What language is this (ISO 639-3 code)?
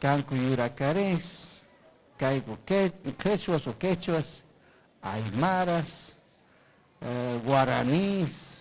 quy